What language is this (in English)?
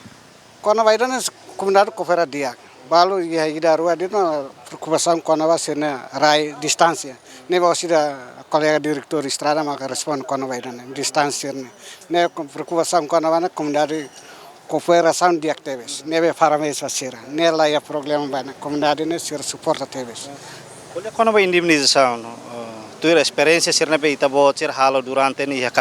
Tetum